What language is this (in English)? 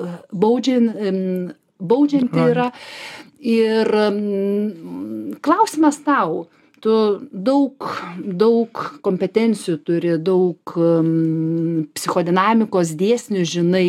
Lithuanian